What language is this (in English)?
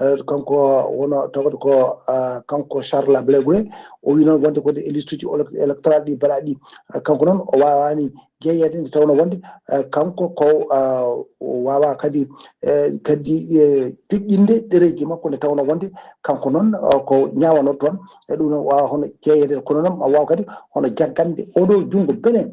Fula